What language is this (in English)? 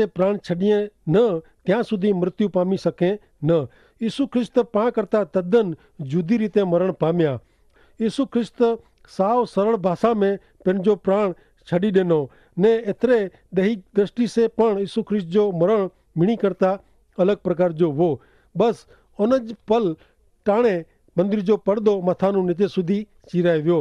Kachhi